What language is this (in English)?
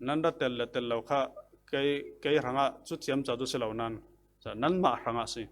Falam Chin